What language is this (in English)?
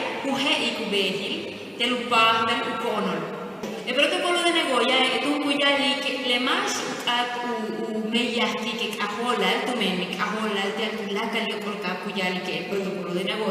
Yucateco